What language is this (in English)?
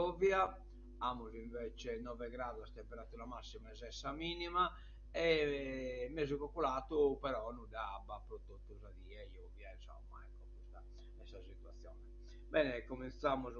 Sardinian